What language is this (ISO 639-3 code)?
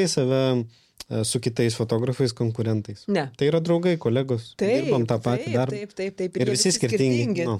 lit